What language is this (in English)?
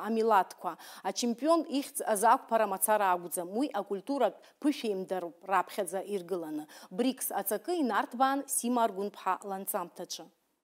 Abkhazian